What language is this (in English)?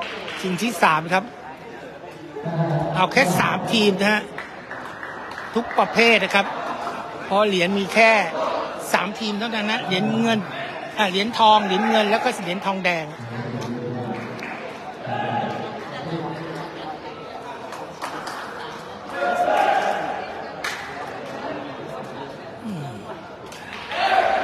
Thai